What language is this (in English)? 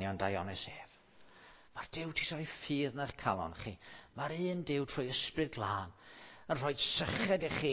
Welsh